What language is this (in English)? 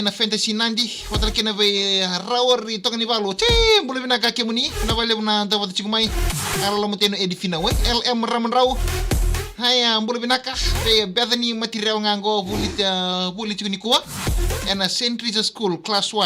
Fijian